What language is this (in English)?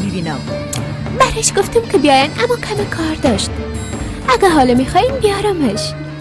Persian